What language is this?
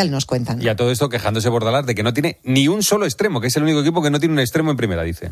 Spanish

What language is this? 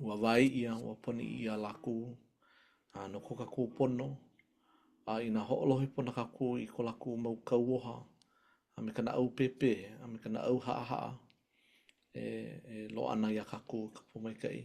Hawaiian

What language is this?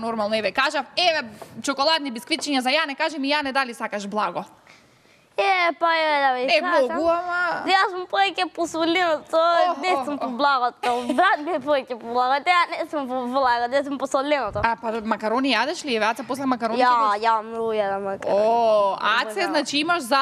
Macedonian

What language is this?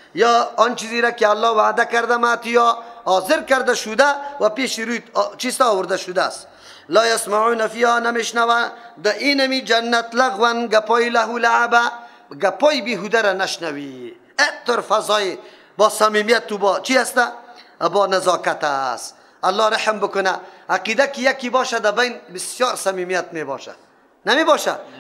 Persian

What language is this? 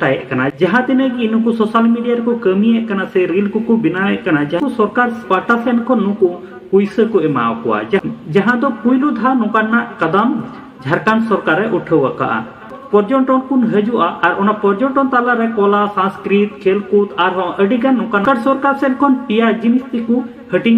Santali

